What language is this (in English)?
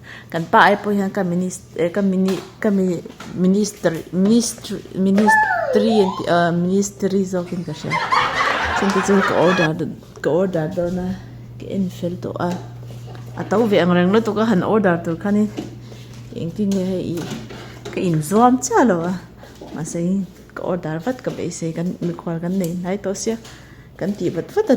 Mizo